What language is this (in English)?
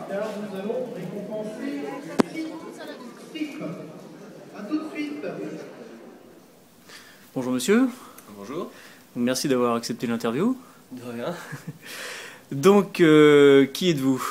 French